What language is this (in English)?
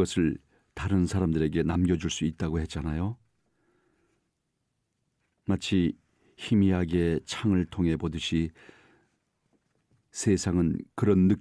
Korean